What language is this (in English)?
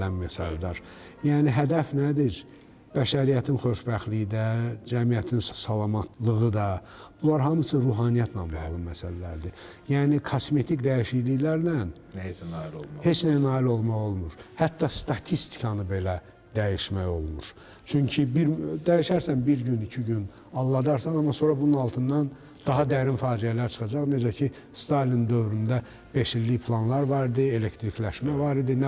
Azerbaijani